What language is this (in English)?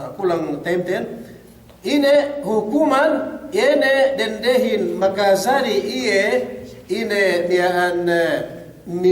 Yakan